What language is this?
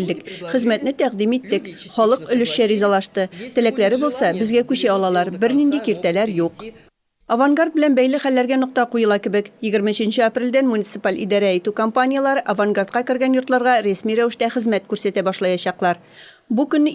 Tatar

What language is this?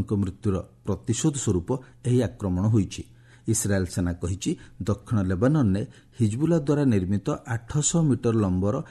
Odia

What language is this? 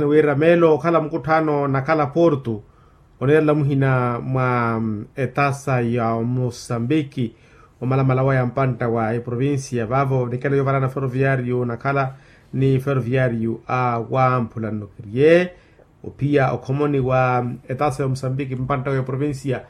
Makhuwa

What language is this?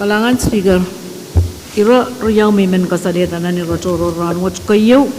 Pohnpeian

